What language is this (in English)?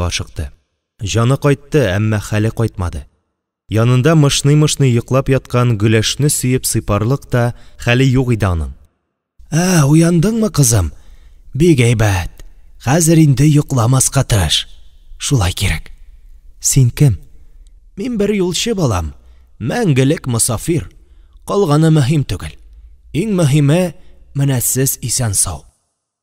Tatar